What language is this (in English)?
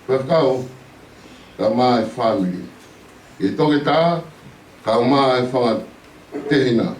Tongan